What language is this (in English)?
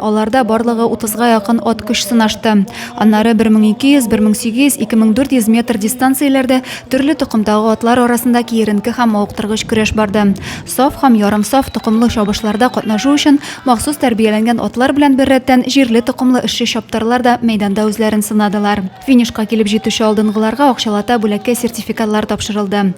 Tatar